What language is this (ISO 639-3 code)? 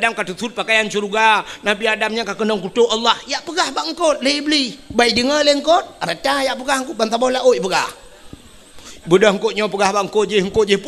ace